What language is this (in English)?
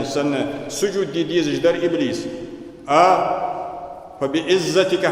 Ingush